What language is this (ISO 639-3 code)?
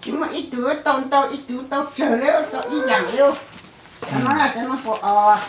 hmn